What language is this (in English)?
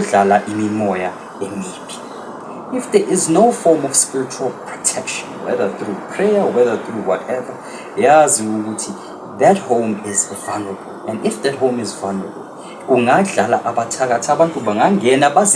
Zulu